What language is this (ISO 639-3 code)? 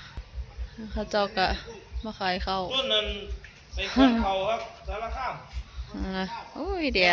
lao